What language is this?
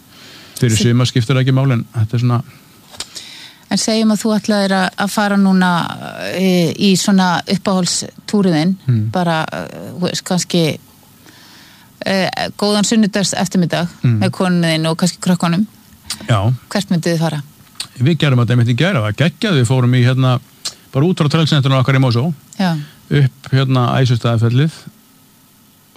Icelandic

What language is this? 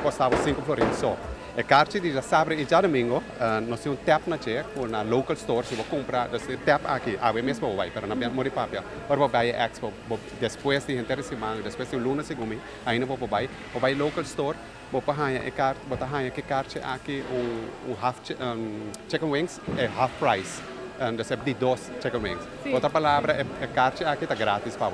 Papiamento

